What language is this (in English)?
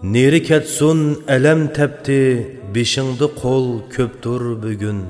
Uyghur